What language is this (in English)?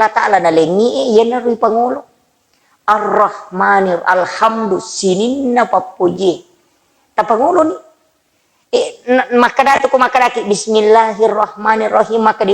Buginese